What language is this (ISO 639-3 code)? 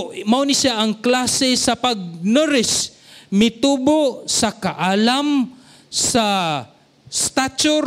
ceb